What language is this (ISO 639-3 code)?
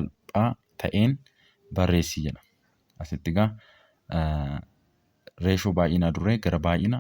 orm